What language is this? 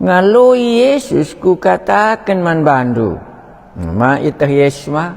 Batak Karo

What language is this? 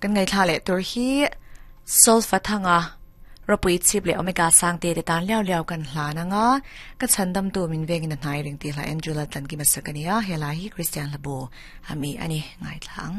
Mizo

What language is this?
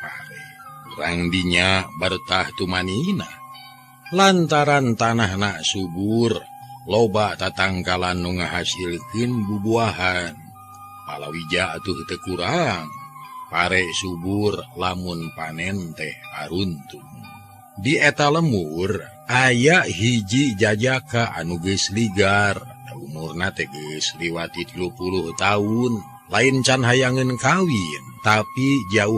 Sundanese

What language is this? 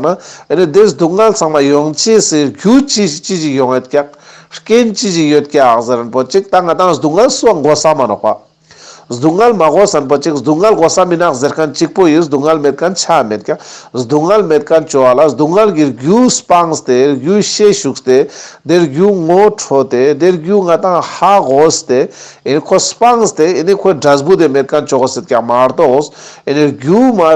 Ladakhi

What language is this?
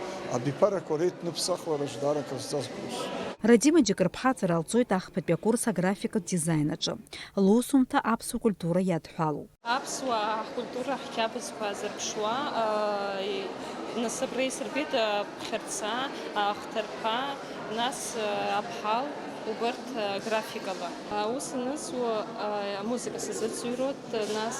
Abkhazian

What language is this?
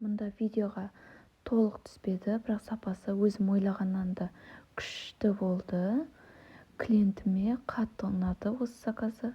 Kazakh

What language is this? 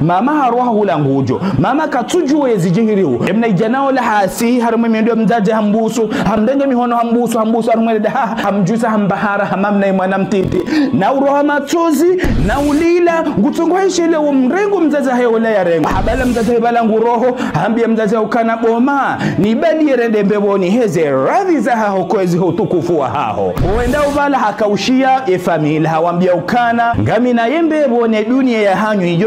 Ngazidja Comorian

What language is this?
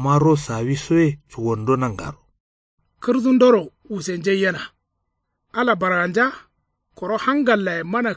Kanuri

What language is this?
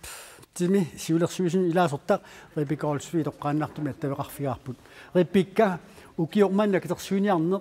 Kalaallisut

